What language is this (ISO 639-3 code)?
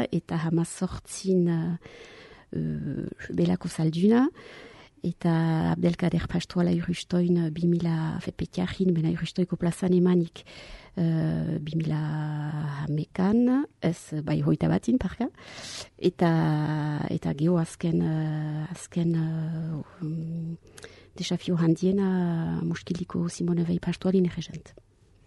eus